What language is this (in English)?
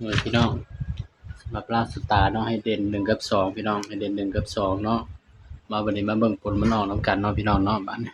Northeastern Thai